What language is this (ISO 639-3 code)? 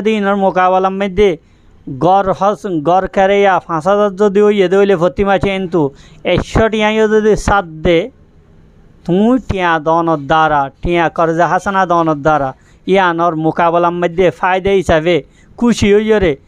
rhg